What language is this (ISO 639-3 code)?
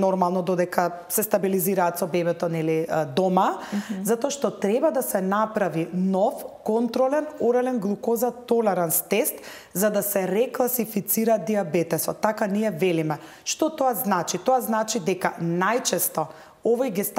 mkd